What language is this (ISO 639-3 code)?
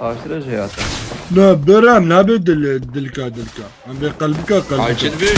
kur